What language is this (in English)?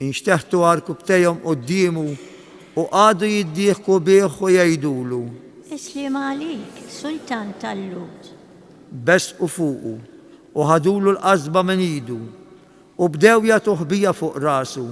Maltese